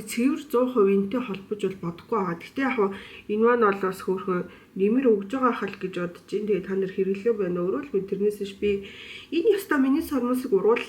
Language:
Mongolian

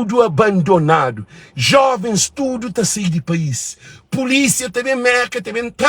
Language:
Kabuverdianu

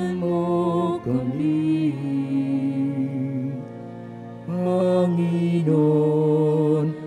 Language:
Filipino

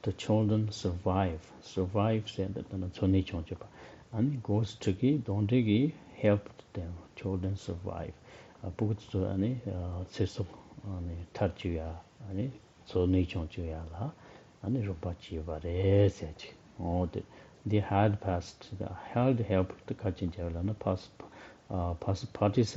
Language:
Tibetan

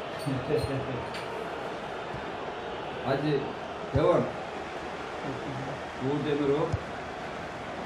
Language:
Turkish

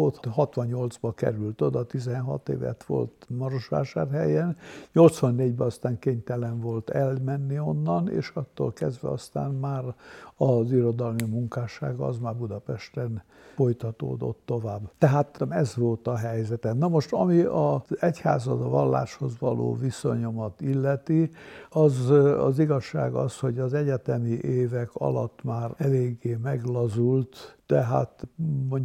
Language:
Hungarian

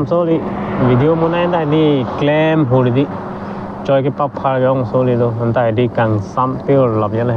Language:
Karbi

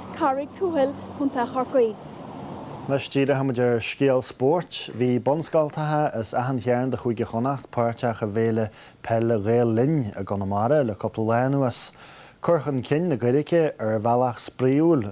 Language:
Irish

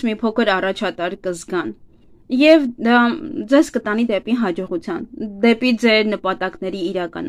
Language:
Armenian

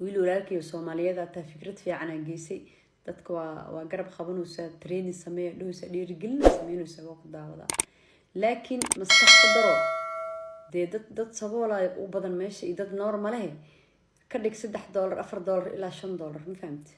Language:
Somali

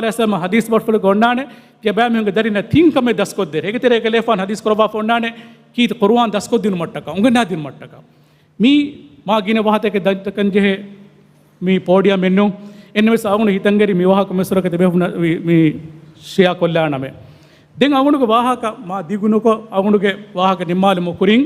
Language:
Divehi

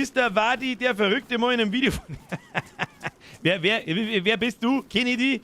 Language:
Bavarian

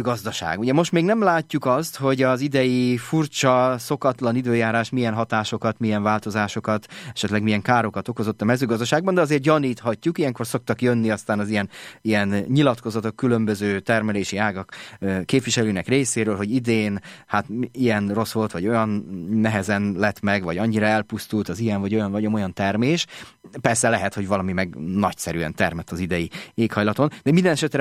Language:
Hungarian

